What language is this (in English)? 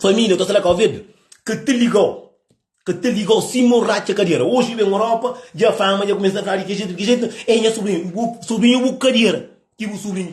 Kabuverdianu